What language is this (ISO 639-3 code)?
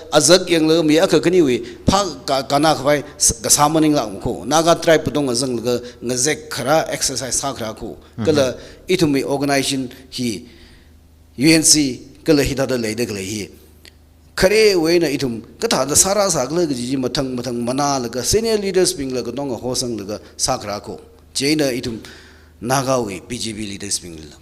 nmf